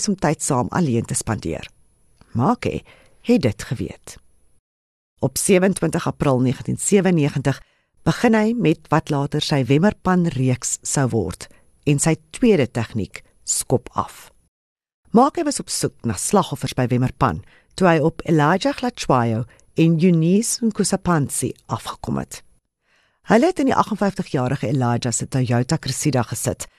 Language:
Afrikaans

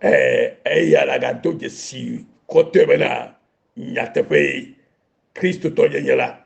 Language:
Ewe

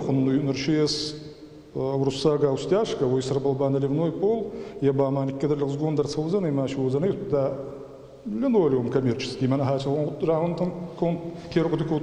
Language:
Ossetic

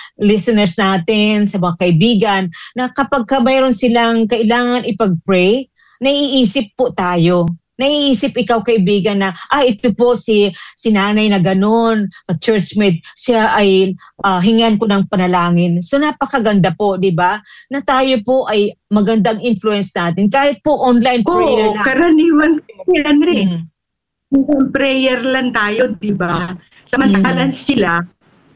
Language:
Filipino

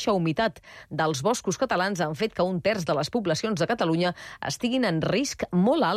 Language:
Catalan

